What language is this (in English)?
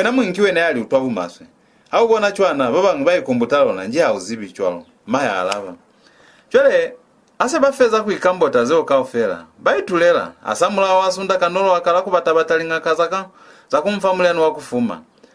Lozi